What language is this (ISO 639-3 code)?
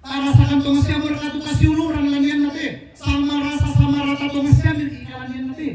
sda